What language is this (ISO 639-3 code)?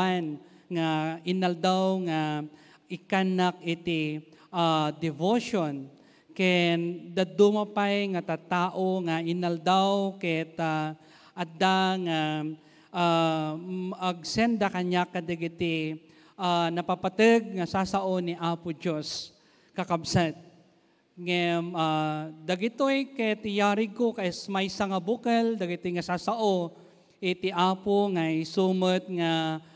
ilo